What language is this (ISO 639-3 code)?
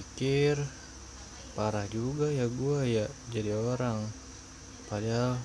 bew